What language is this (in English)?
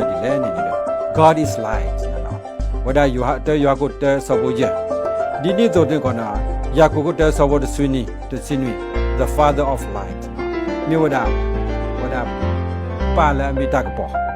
S'gaw Karen